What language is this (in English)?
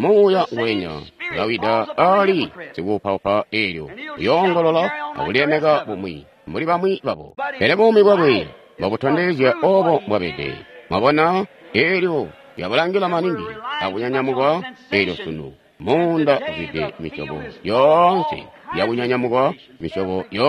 Tonga (Zambia)